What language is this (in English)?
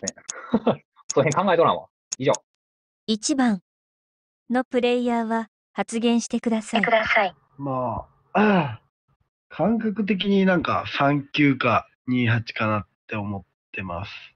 Japanese